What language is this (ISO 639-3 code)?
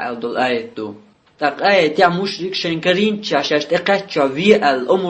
che